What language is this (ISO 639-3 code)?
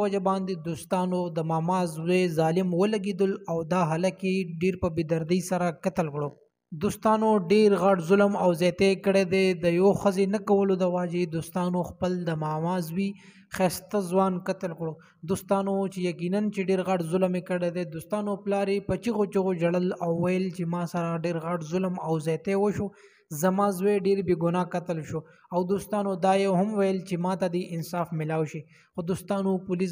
pus